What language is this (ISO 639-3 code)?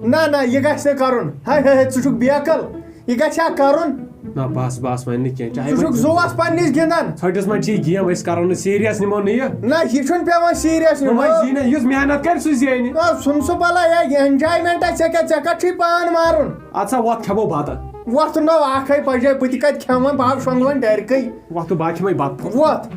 kas